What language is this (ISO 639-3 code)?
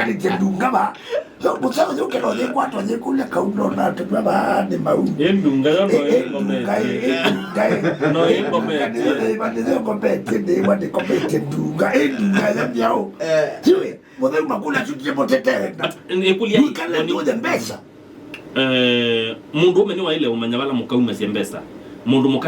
kam